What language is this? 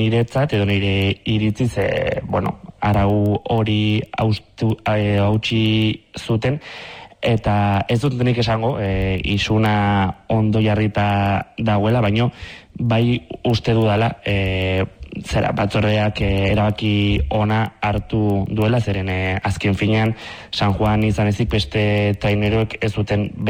Basque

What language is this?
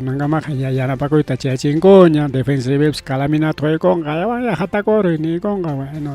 Ayacucho Quechua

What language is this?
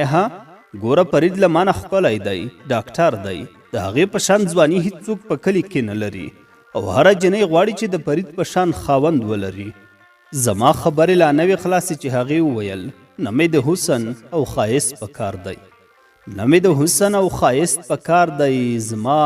Pashto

